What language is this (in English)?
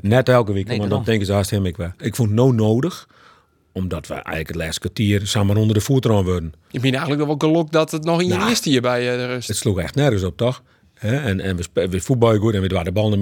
Western Frisian